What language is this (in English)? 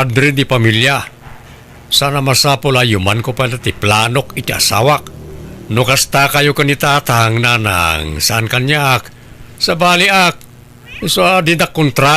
Iloko